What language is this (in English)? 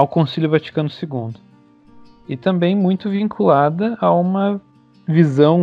Portuguese